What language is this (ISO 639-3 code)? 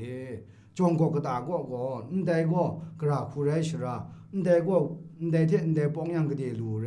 kac